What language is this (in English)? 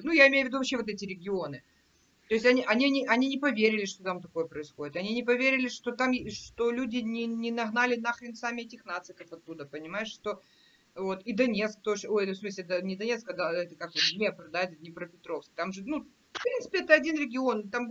Russian